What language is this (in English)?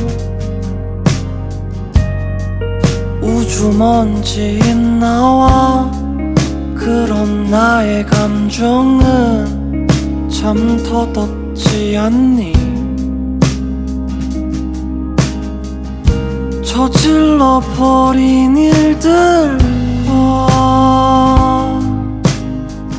Korean